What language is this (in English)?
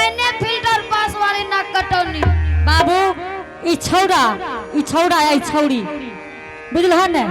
Angika